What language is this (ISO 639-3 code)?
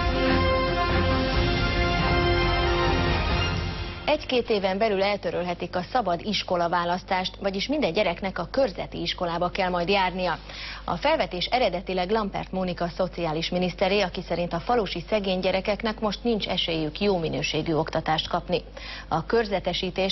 hun